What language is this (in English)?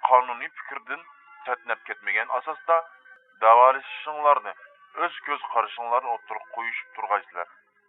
Uyghur